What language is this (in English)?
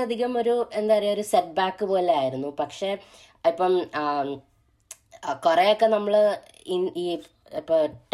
Malayalam